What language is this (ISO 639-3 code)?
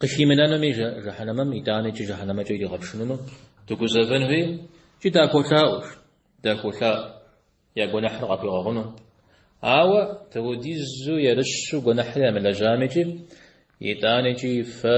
kbd